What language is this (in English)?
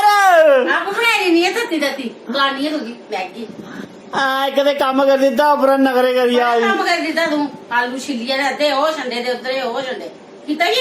Dogri